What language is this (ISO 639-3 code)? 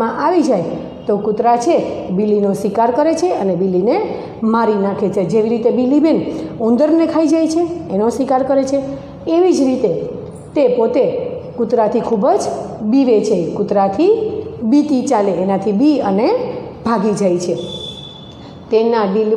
guj